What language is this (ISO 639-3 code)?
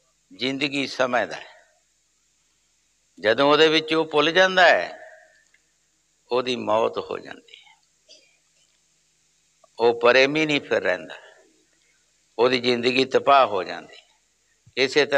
pan